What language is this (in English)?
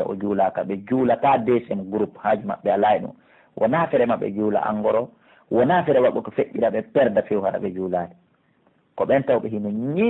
Pular